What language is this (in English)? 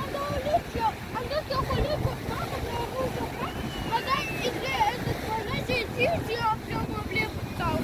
Crimean Tatar